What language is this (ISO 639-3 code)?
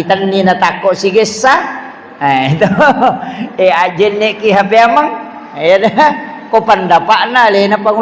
bug